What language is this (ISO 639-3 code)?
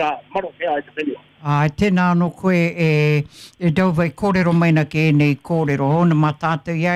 mri